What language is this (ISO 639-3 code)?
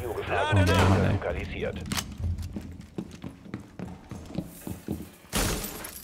deu